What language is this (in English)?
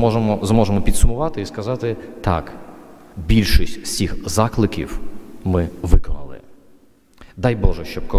Ukrainian